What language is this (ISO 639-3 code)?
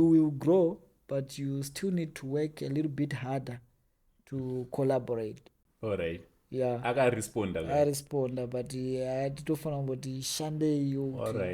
sna